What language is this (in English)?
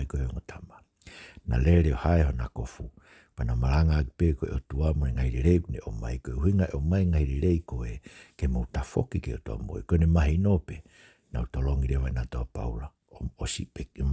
Tongan